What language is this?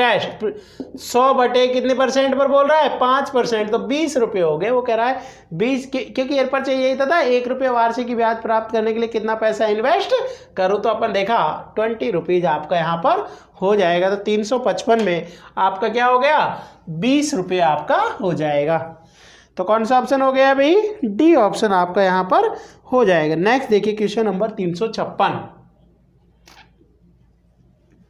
Hindi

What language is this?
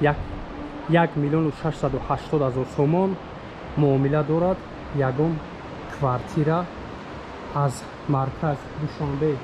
Tajik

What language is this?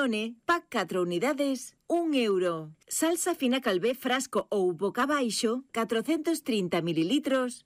Galician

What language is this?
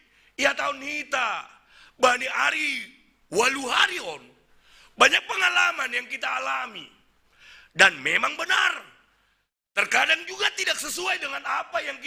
Batak Simalungun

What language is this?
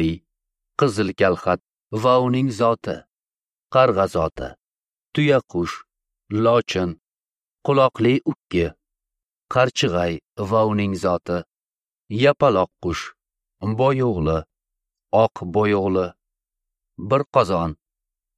Uzbek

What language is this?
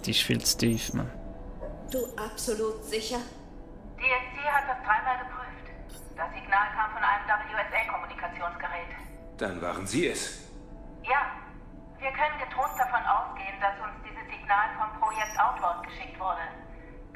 Swiss German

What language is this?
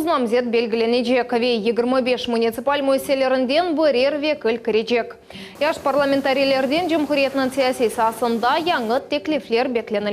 Crimean Tatar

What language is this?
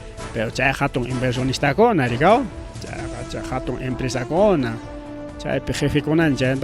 Ayacucho Quechua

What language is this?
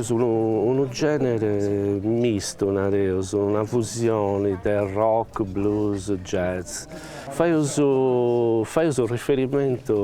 Sardinian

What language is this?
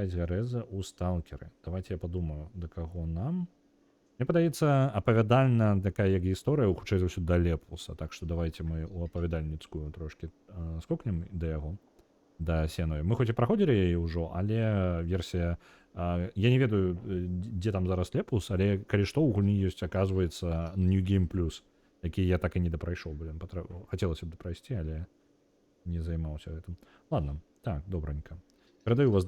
Belarusian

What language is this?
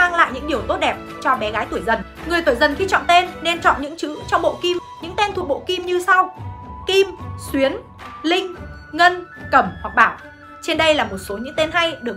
Vietnamese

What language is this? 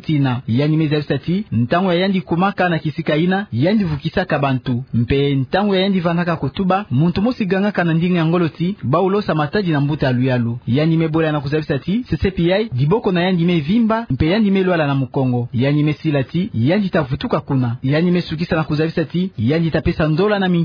Kituba (Democratic Republic of Congo)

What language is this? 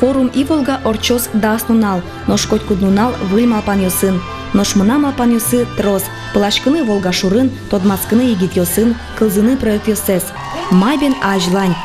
Udmurt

